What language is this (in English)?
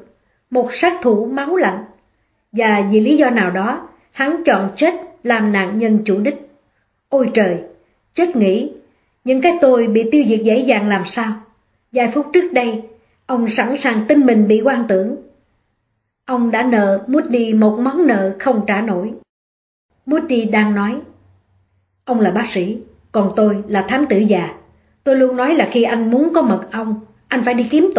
Vietnamese